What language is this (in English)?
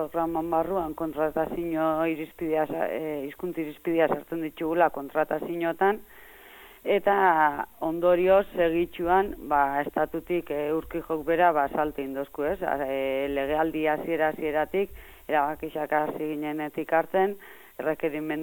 Basque